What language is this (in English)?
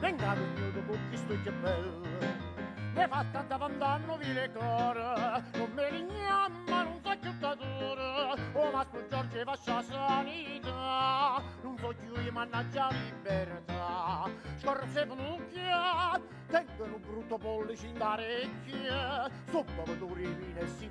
Neapolitan